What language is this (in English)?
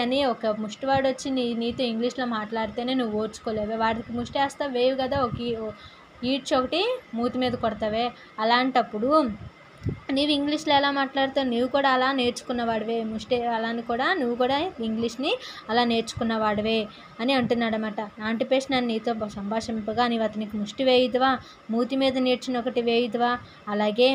Telugu